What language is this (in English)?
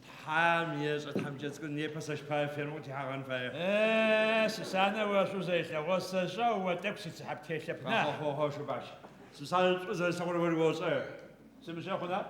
Adyghe